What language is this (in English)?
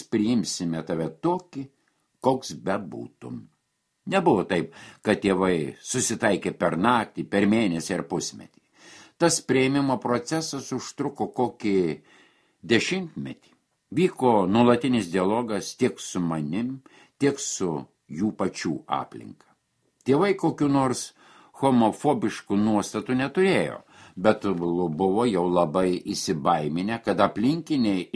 Lithuanian